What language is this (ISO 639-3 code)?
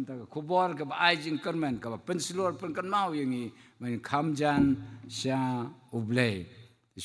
kha